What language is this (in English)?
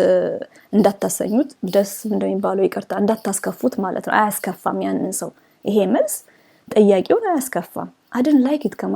Amharic